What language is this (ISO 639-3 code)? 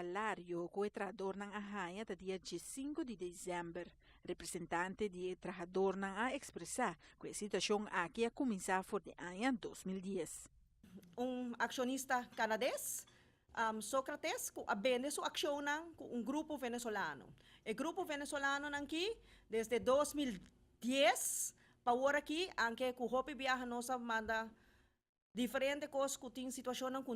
pap